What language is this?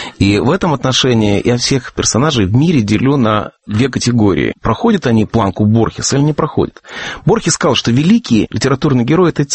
Russian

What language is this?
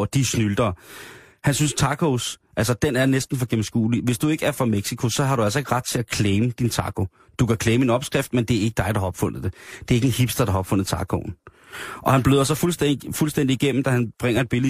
Danish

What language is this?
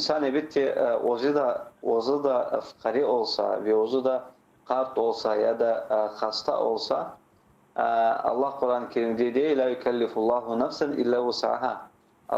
Crimean Tatar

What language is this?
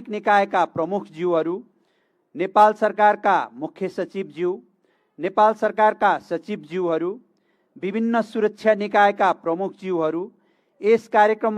Nepali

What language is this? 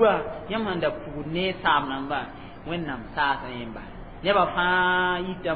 Mossi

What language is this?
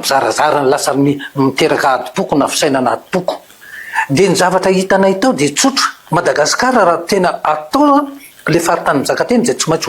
Malagasy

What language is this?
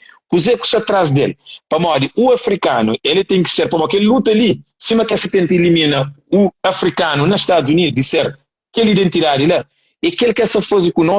Kabuverdianu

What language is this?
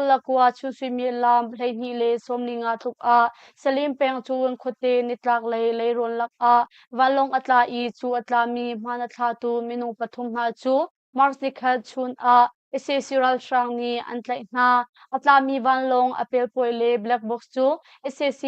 Hakha Chin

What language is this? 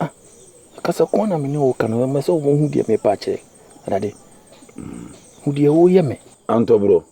Akan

